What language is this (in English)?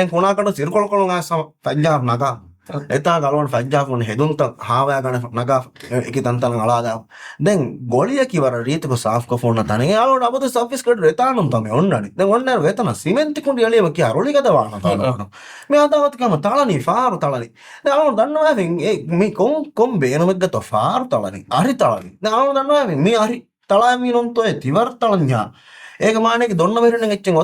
Divehi